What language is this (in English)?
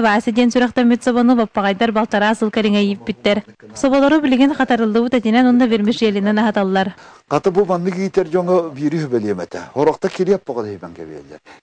Yakut